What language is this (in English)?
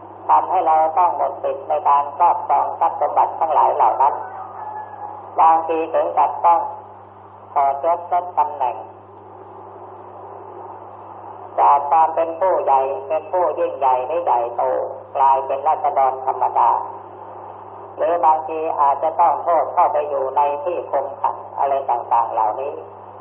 Thai